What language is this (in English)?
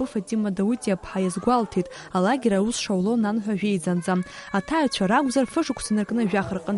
Abkhazian